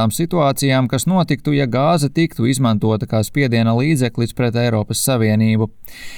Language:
Latvian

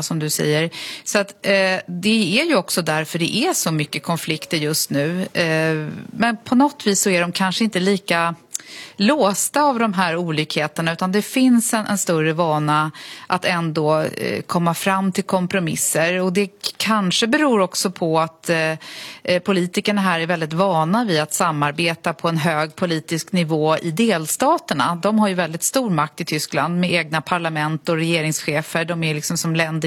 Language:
Swedish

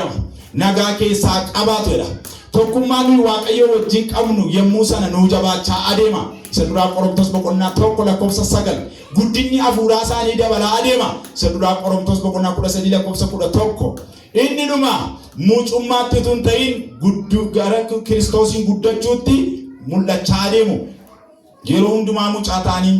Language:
Oromo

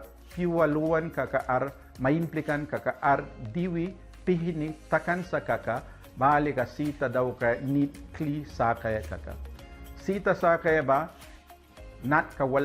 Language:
Mískito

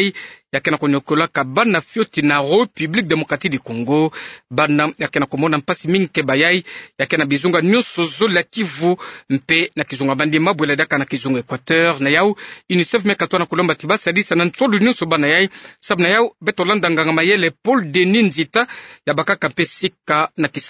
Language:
Kituba (Democratic Republic of Congo)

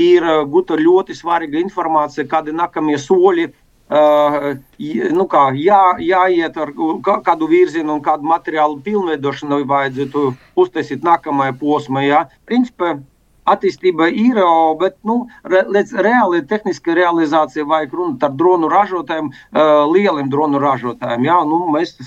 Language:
Latvian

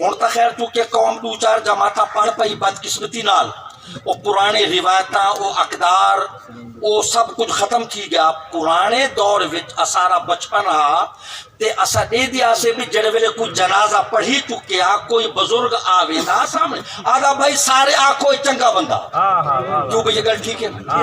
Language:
Saraiki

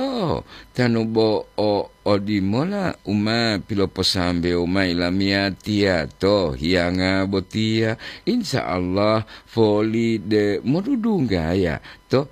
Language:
Gorontalo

